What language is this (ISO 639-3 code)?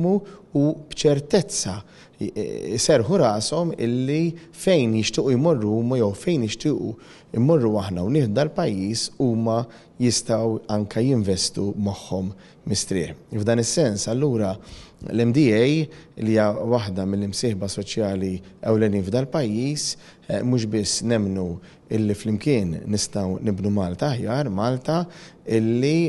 mlt